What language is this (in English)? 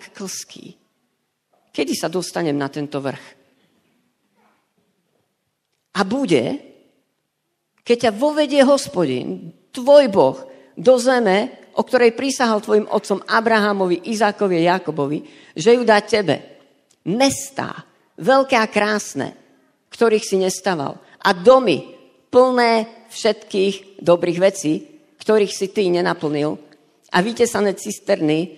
Slovak